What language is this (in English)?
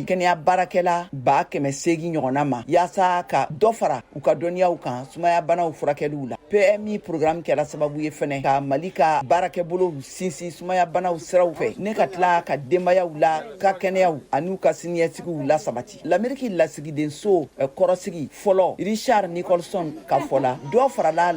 Bambara